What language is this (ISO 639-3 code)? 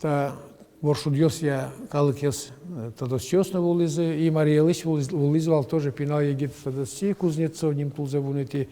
udm